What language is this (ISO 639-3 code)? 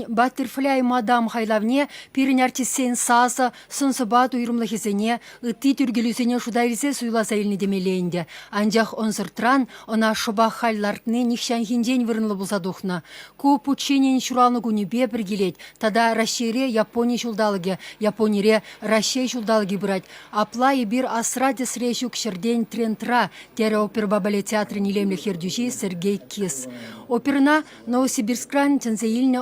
chv